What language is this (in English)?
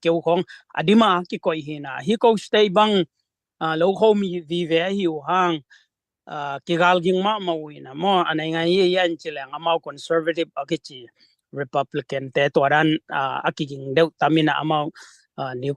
Tedim Chin